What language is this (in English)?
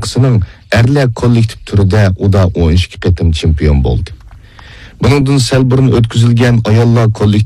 Uyghur